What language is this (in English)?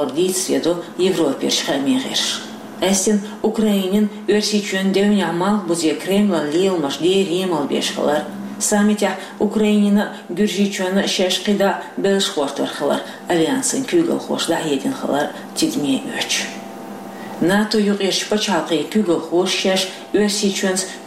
Chechen